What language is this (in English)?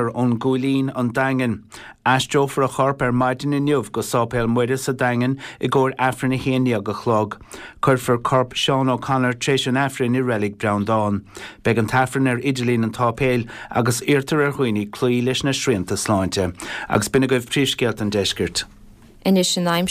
Irish